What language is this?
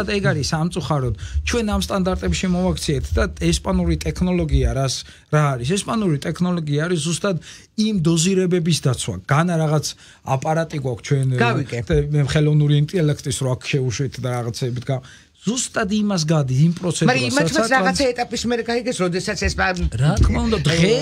Georgian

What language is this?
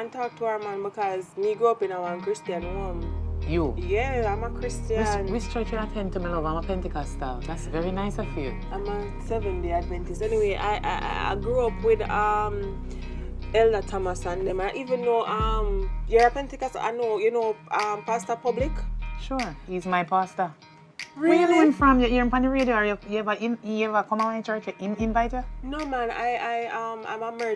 Jamaican Creole English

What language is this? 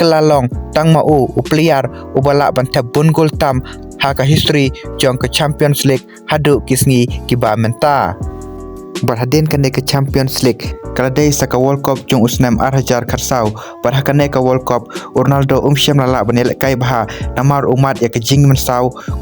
Khasi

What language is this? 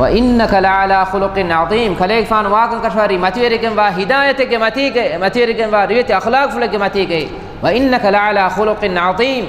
Divehi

